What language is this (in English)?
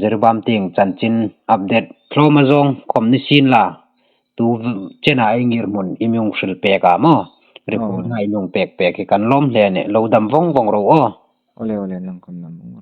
Hmar